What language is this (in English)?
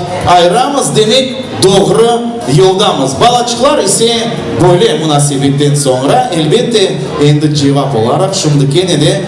Crimean Tatar